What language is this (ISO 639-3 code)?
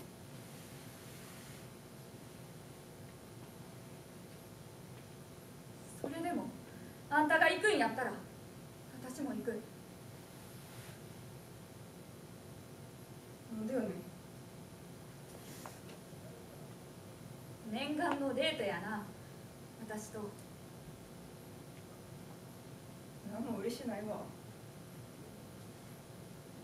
jpn